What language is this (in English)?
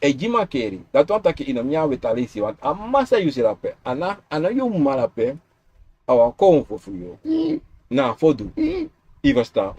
Sranan Tongo